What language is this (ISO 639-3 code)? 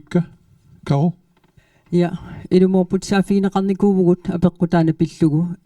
kal